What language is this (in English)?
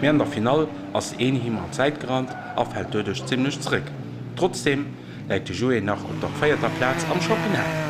Luxembourgish